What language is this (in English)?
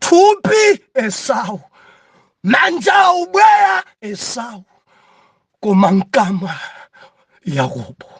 Nyanja